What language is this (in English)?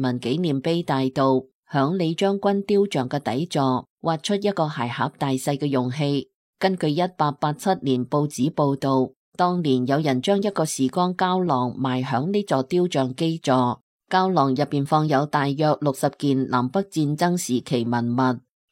Cantonese